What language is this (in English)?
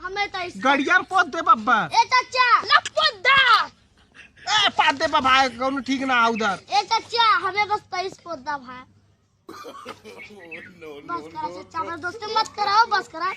Awadhi